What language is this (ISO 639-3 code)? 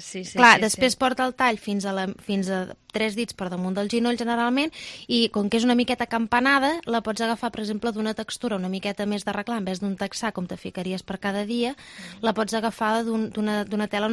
cat